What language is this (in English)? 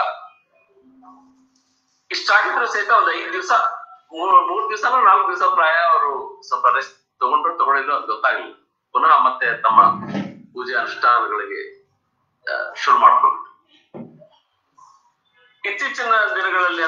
Kannada